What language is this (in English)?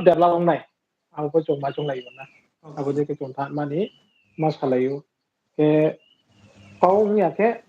Riang (India)